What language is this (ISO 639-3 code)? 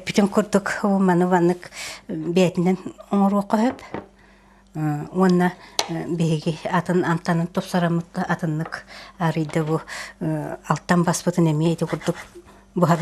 sah